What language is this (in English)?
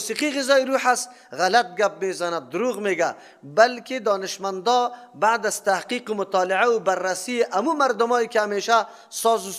Persian